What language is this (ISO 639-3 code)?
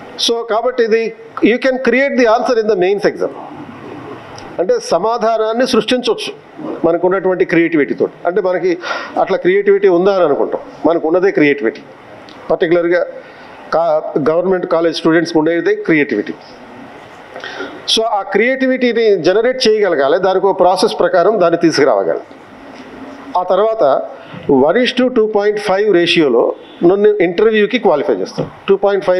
tel